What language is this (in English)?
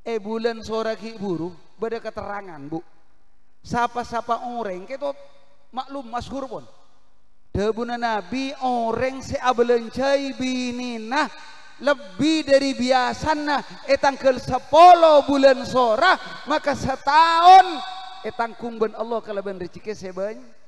Madurese